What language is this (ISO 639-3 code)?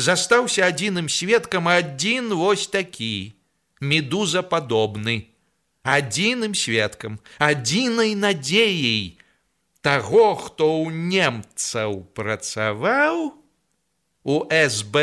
bel